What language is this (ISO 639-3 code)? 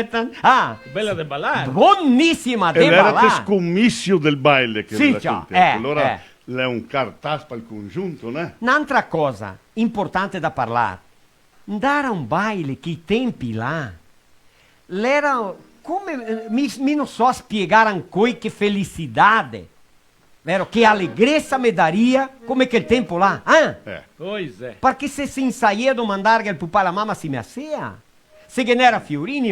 vec